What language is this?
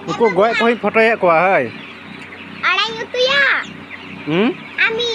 Santali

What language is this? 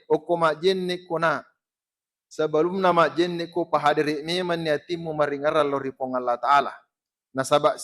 Buginese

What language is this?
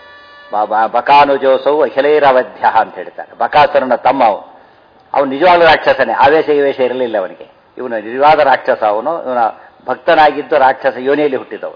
Kannada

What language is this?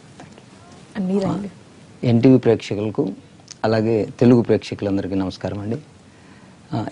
Telugu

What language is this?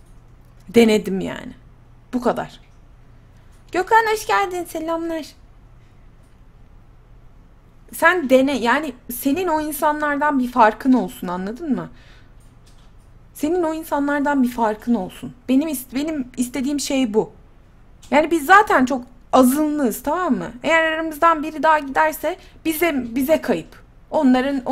Turkish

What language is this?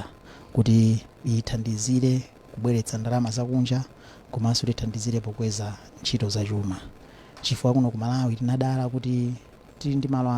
Nyanja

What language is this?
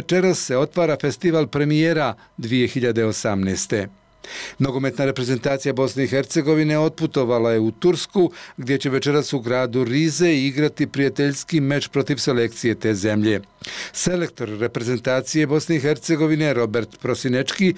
Bosnian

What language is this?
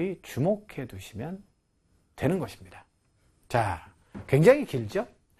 Korean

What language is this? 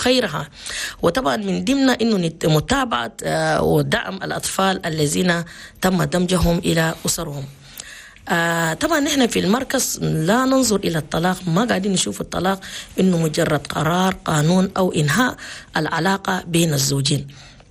Chadian Arabic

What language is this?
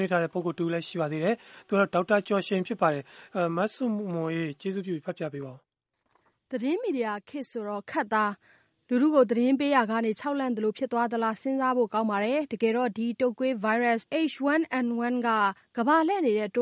Burmese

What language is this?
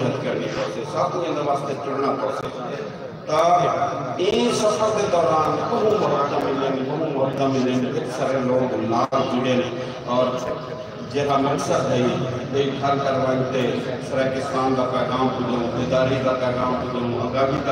Saraiki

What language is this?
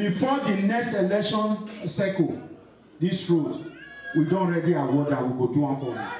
Nigerian Pidgin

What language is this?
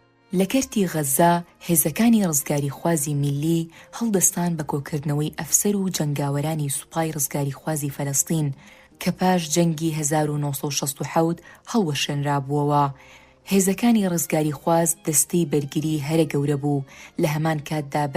Central Kurdish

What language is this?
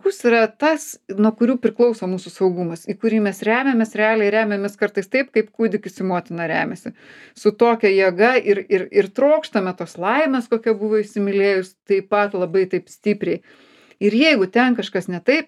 Lithuanian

